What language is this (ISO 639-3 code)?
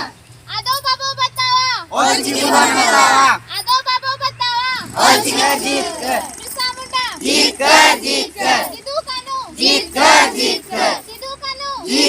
sat